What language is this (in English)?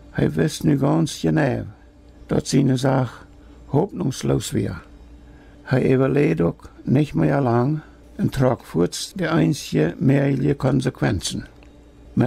Plautdietsch